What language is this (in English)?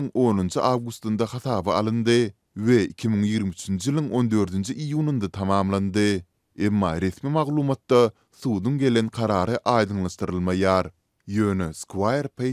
Turkmen